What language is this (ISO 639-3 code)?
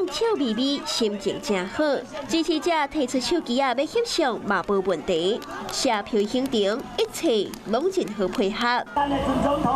nan